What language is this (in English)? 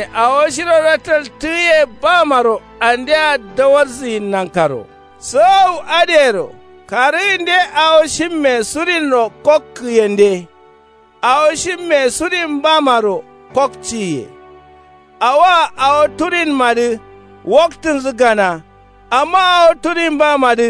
Kanuri